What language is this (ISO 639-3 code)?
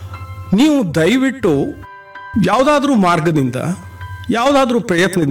kan